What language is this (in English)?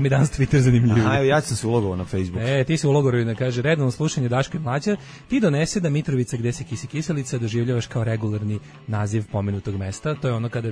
Serbian